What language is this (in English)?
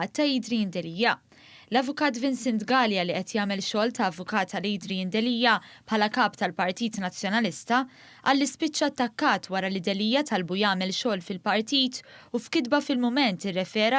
Maltese